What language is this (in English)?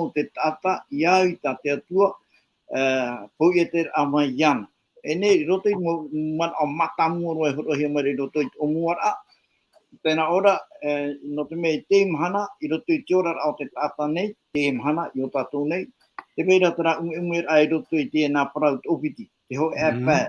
Tahitian